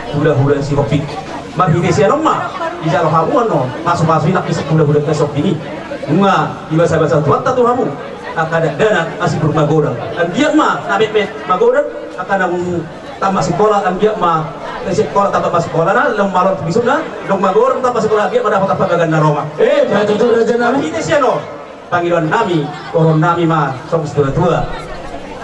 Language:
Batak Toba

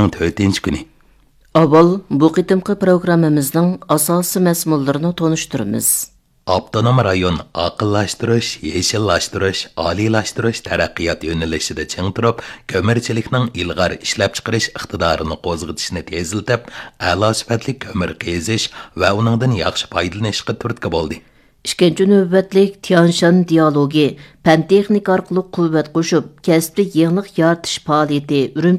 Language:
Uyghur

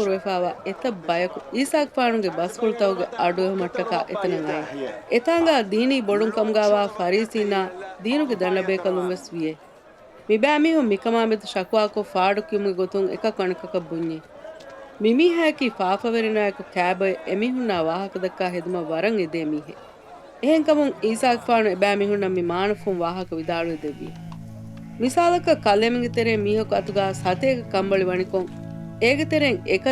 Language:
Divehi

